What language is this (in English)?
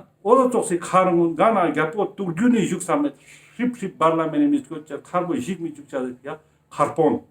Ladakhi